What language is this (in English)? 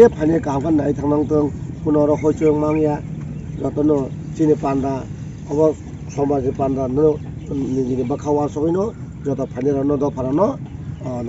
Kok Borok